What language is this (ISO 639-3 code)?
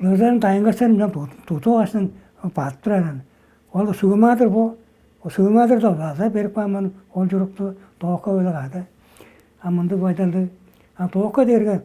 tyv